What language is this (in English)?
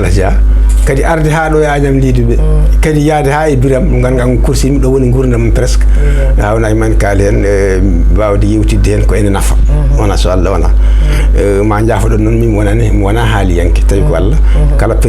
Fula